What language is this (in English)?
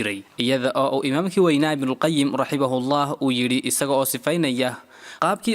Somali